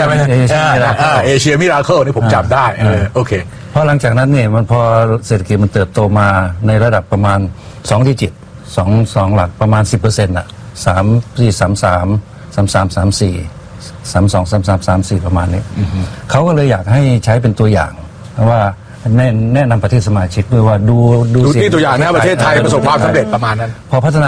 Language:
Thai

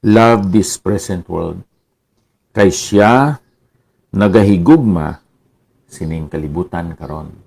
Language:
Hiligaynon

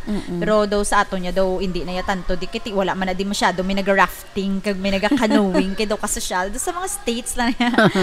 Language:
Hiligaynon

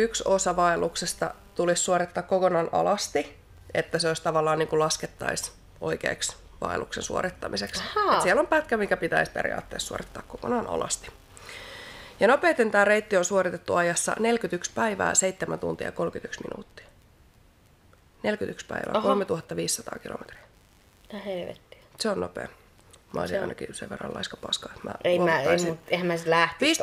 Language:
Finnish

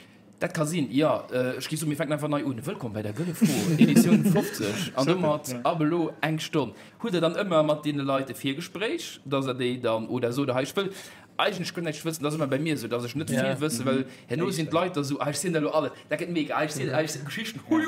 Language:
Luxembourgish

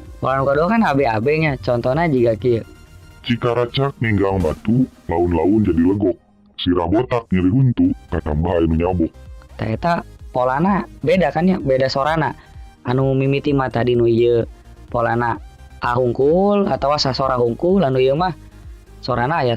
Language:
Sundanese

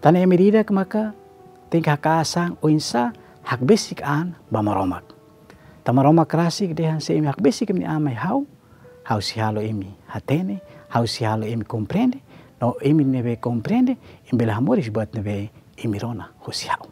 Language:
Tetum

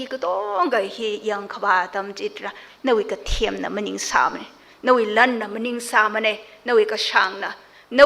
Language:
Tangkhul Naga (India)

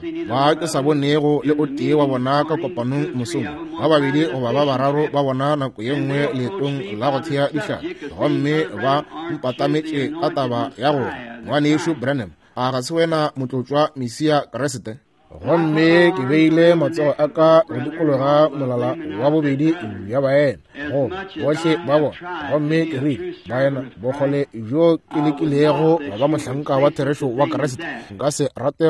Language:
Northern Sotho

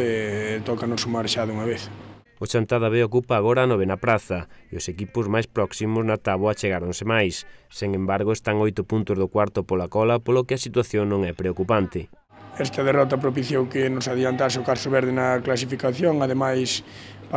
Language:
Galician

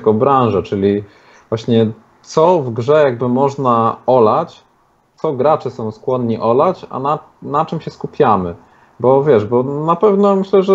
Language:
Polish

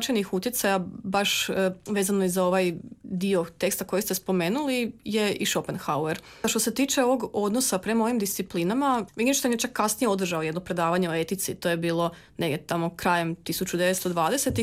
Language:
Croatian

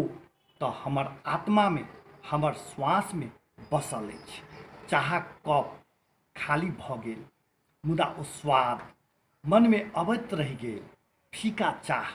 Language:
Maithili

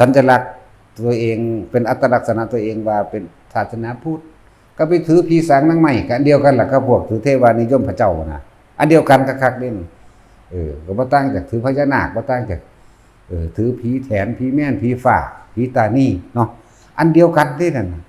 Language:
Northeastern Thai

